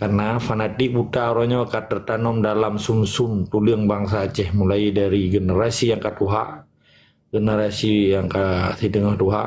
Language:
Achinese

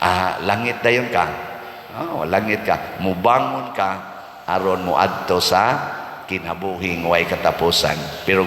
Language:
Cebuano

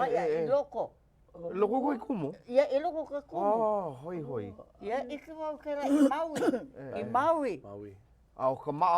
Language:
Hawaiian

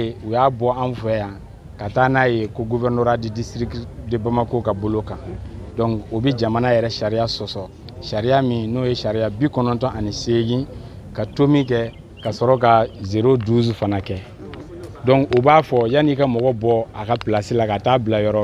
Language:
Bambara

